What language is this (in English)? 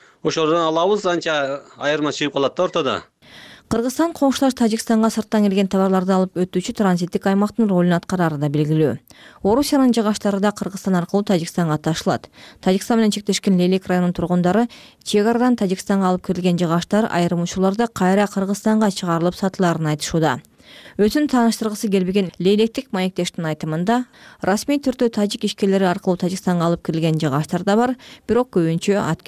Kyrgyz